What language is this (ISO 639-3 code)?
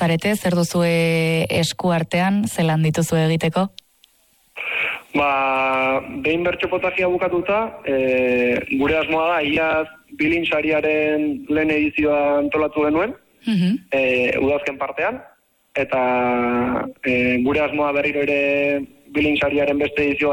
eus